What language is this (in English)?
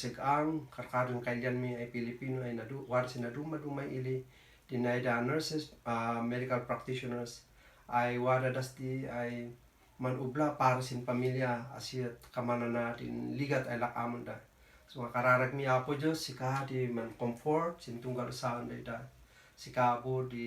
Kankanaey